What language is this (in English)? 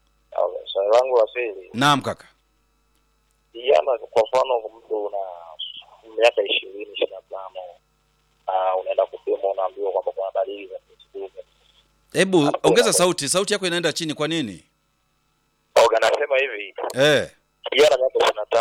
Swahili